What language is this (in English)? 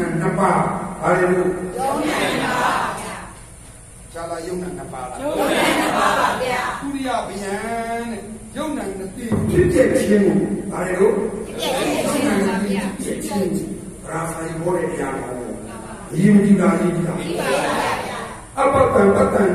Burmese